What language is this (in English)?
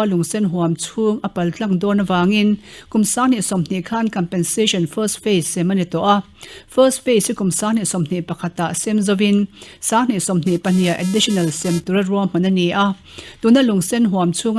Mizo